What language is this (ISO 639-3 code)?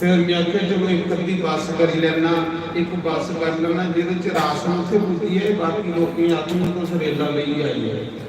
doi